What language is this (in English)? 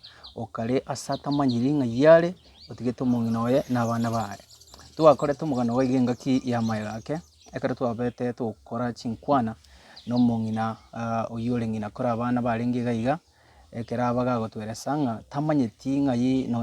Gusii